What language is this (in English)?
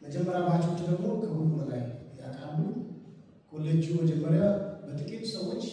Amharic